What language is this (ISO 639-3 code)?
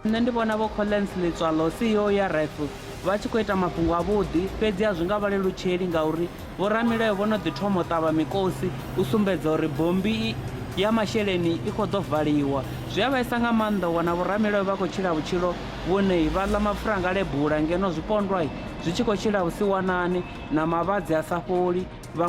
ven